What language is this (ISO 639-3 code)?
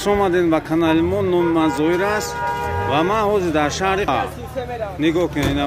tgk